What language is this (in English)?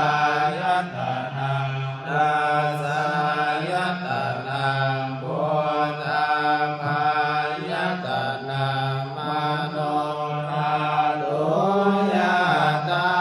Pali